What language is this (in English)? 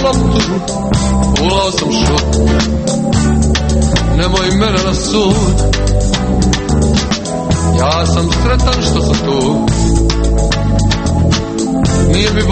Croatian